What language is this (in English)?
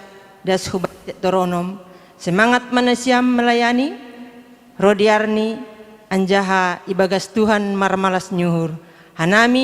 Batak Simalungun